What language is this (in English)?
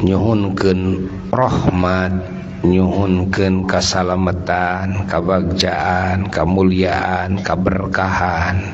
Sundanese